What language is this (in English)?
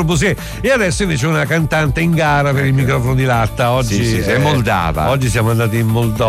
Italian